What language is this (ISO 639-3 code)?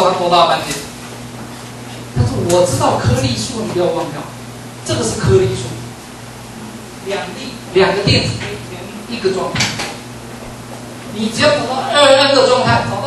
zho